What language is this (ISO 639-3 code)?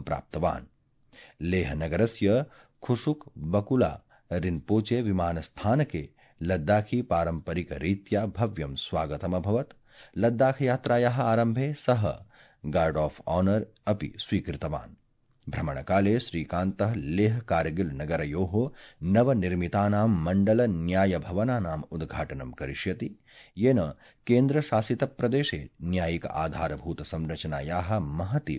san